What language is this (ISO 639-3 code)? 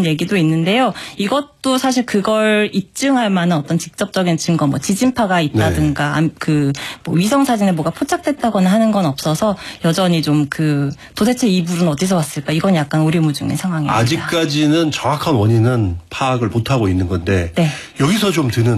kor